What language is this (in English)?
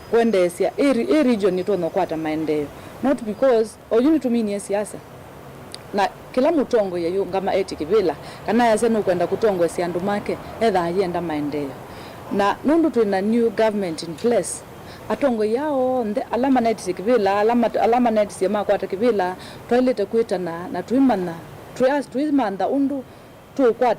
Kamba